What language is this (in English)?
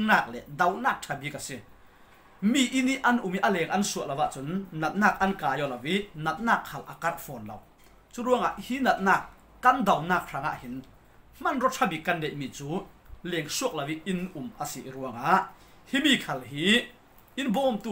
Falam Chin